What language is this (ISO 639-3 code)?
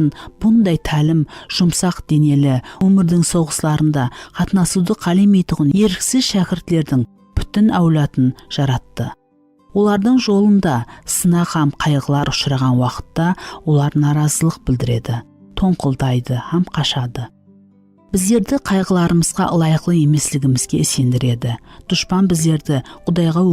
kaa